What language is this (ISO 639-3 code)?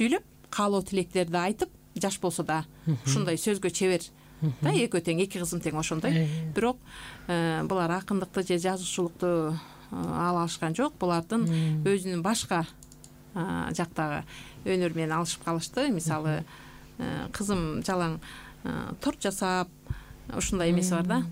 kir